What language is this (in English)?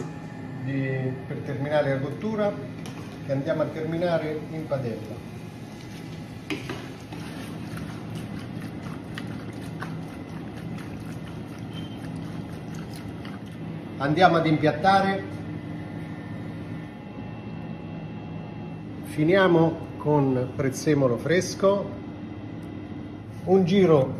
Italian